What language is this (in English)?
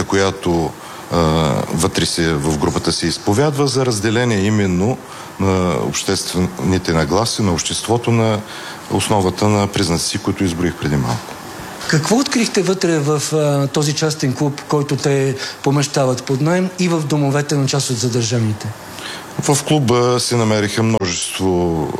Bulgarian